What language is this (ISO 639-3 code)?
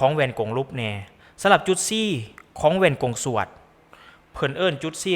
lao